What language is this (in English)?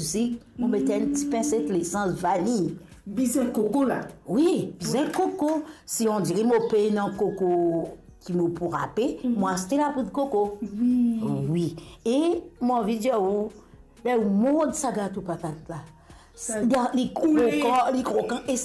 Morisyen